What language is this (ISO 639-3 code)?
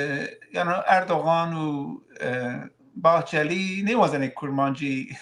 zza